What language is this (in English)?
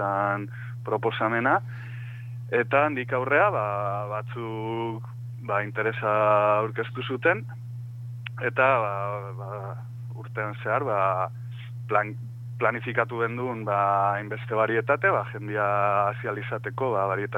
Basque